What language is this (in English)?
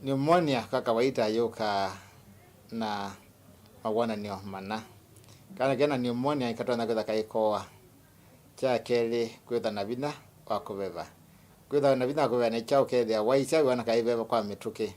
Kamba